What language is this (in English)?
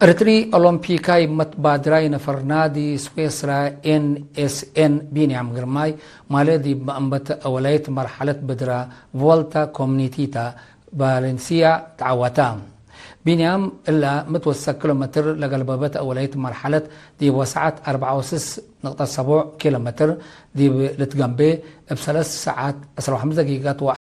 Tigre